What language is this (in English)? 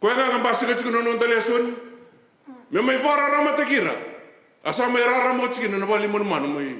Fijian